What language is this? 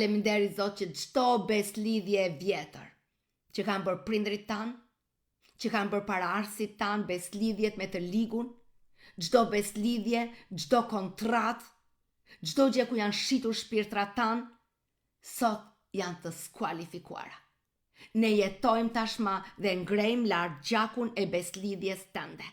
Albanian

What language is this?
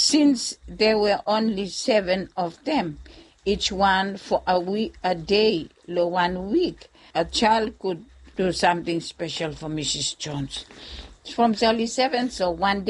Bislama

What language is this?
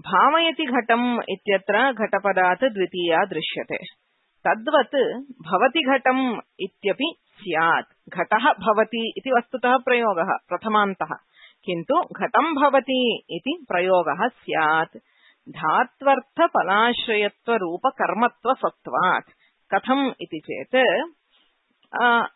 Sanskrit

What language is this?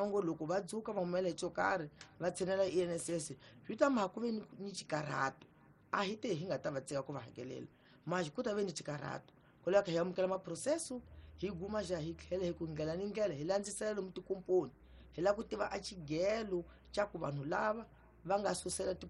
Tsonga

